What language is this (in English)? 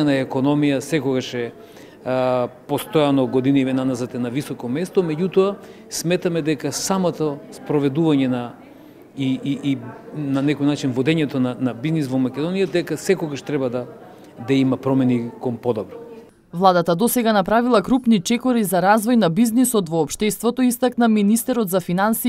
Macedonian